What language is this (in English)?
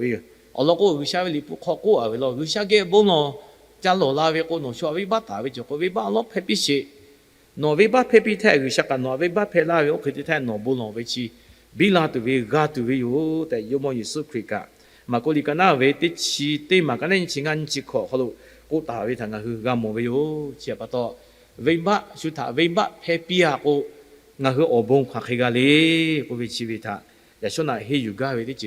Lahu